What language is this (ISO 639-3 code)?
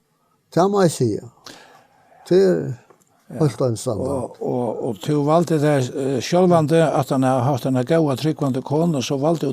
fao